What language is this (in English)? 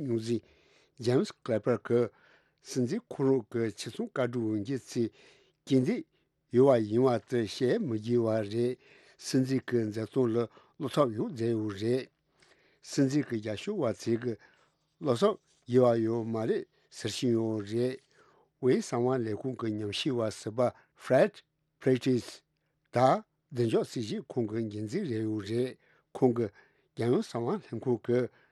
Tibetan